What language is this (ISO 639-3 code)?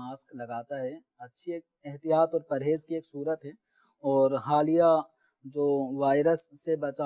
urd